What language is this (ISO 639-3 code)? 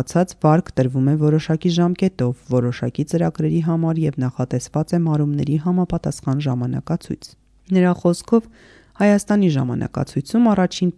hye